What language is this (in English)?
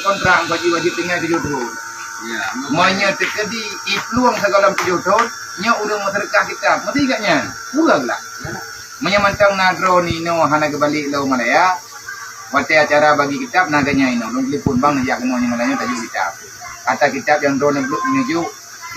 Achinese